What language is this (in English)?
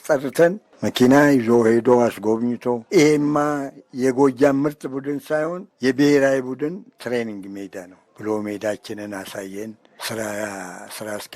Amharic